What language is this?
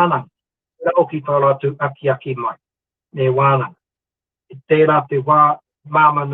Māori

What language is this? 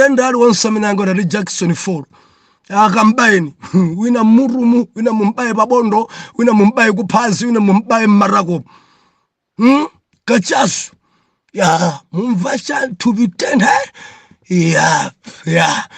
Nyanja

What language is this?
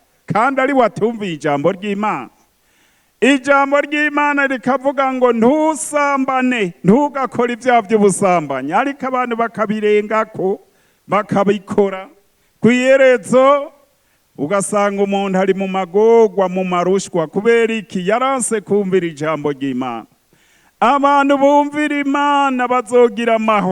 Rundi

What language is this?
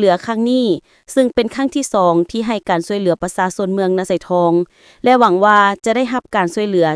Lao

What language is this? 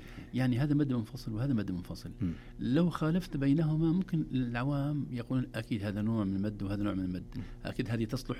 Najdi Arabic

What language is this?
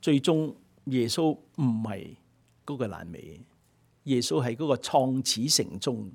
Cantonese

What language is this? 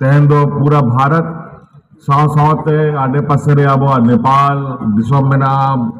Santali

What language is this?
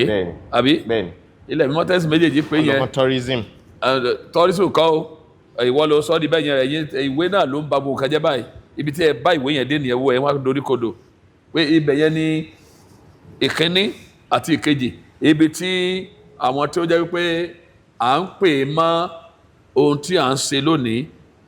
Yoruba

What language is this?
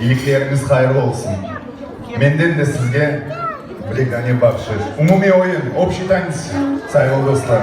Crimean Tatar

